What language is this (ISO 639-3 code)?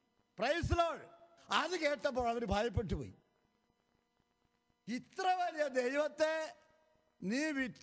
mal